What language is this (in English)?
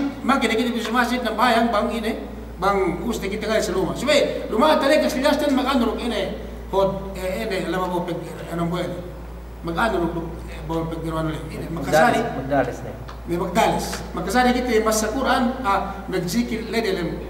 Yakan